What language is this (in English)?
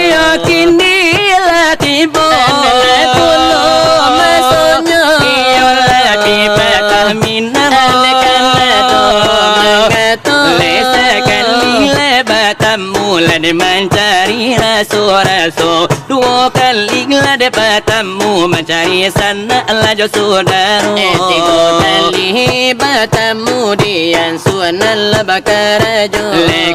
Minangkabau